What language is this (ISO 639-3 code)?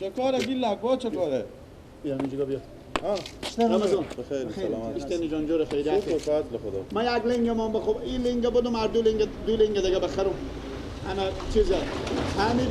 fas